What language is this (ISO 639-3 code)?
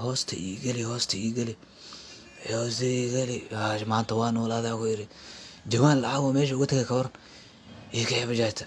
som